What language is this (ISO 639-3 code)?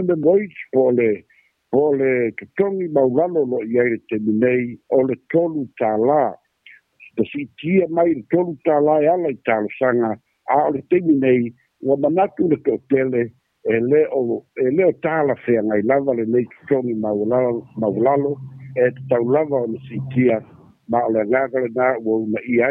smo